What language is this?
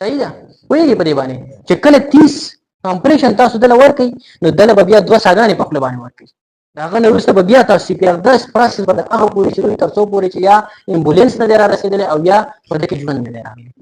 Pashto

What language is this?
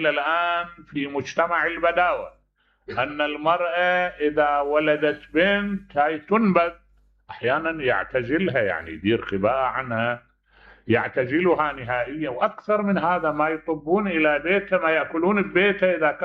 Mesopotamian Arabic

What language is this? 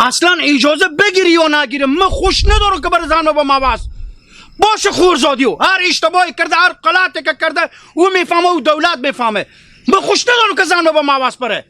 Hazaragi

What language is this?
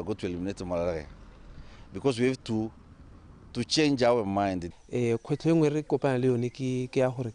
Tswana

